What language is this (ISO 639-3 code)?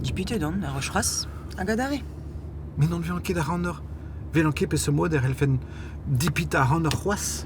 bre